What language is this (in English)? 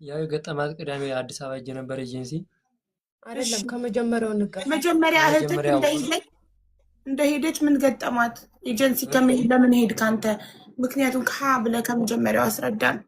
Amharic